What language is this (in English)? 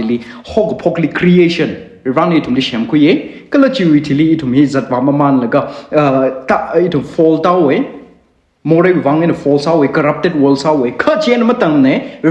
Tangkhul Naga (India)